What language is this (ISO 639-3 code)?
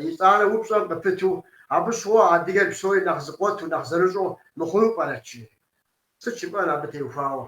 kbd